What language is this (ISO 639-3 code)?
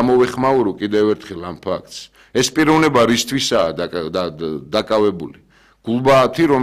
kat